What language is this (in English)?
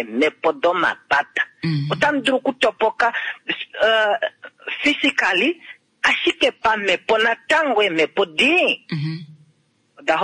Kuanyama